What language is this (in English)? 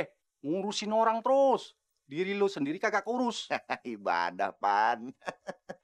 Betawi